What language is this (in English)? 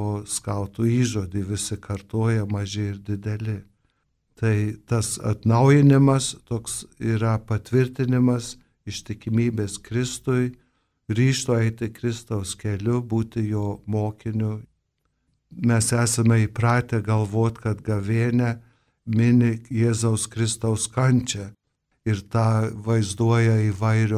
Lithuanian